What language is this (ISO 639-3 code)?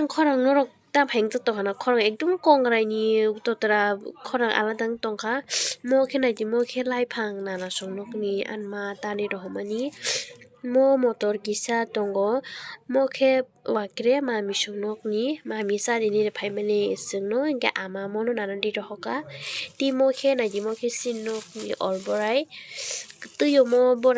trp